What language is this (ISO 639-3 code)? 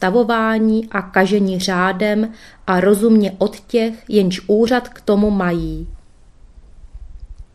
ces